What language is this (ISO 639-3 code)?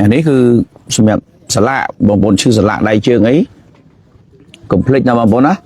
khm